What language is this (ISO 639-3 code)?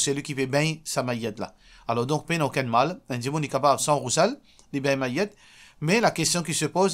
mfe